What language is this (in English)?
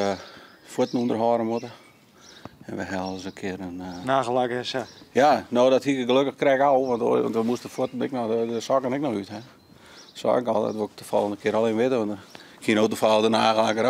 Western Frisian